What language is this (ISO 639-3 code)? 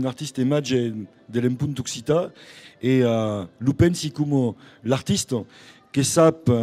oci